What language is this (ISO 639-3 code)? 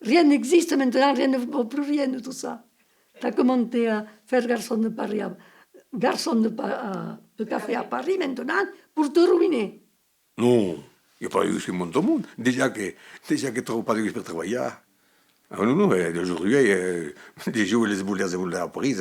oci